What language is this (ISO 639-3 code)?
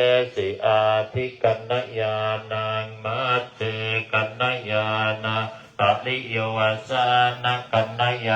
pli